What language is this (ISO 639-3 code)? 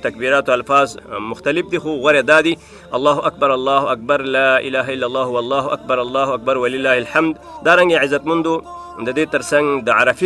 pus